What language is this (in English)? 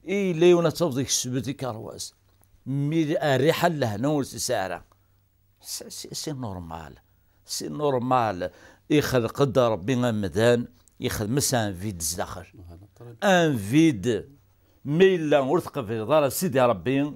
Kabyle